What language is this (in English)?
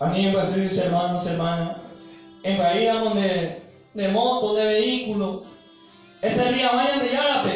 Guarani